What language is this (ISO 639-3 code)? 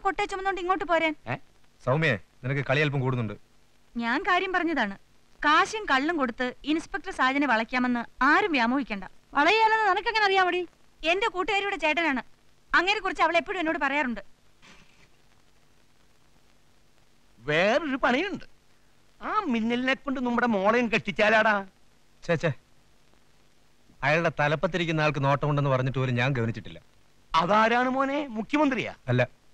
mal